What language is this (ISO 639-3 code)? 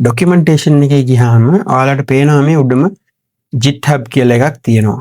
sin